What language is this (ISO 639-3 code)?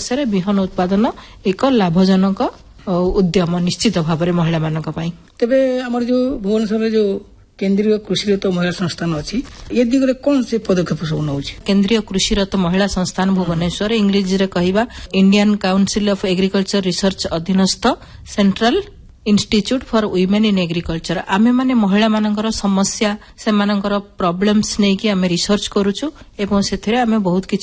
ori